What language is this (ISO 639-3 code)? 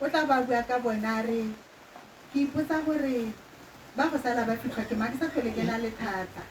tsn